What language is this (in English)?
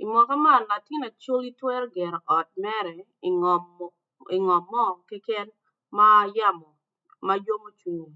Acoli